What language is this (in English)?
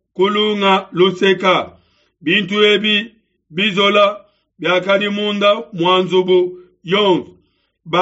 Luba-Lulua